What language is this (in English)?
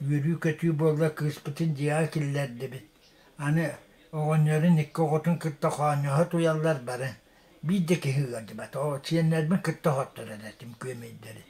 Yakut